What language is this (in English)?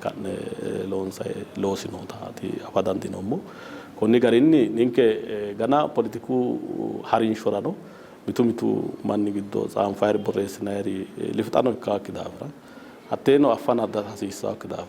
Sidamo